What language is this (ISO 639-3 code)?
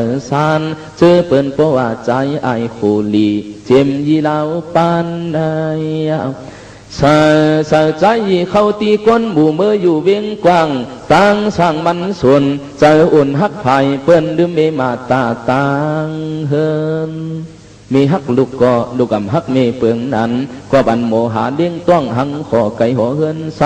shn